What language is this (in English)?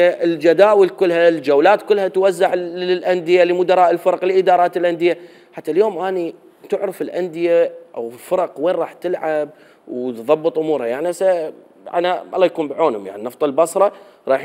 Mesopotamian Arabic